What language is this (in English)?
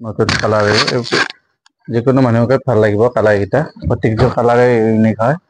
Assamese